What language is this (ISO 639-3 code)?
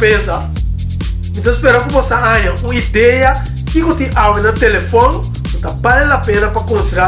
pap